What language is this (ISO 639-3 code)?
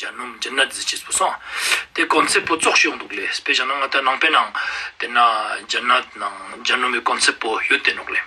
lbj